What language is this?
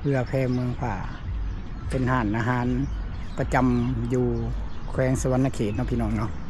Lao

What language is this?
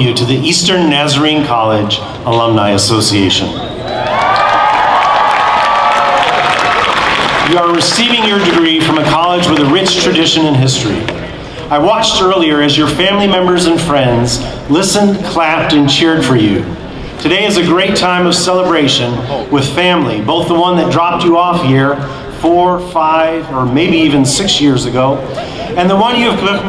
English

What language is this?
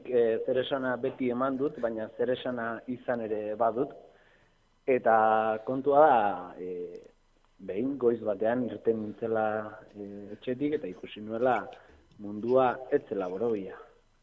Basque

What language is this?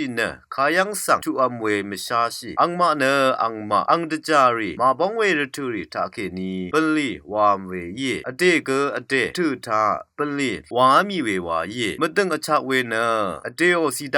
Rawang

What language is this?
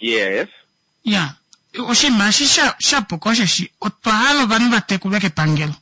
Kuanyama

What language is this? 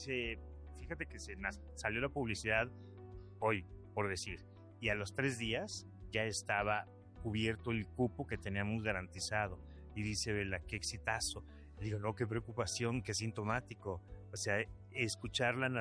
Spanish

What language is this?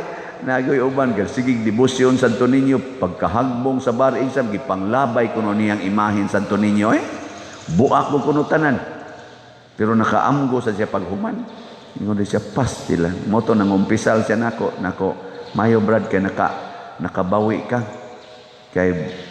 Cebuano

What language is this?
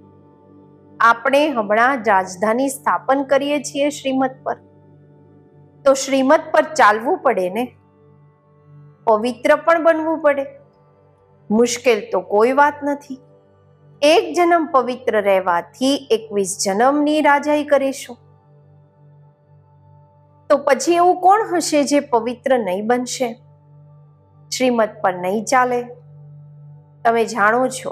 Gujarati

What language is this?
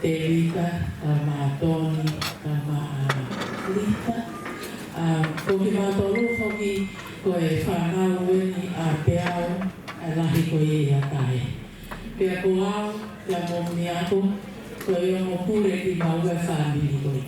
Tongan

